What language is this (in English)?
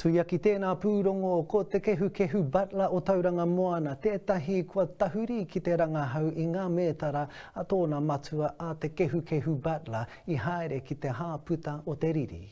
Māori